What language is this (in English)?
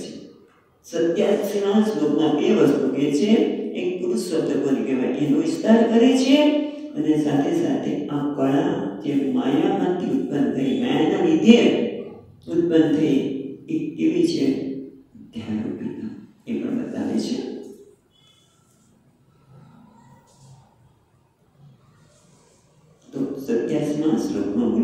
Gujarati